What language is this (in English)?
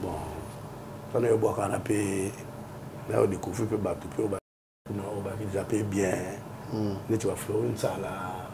Lingala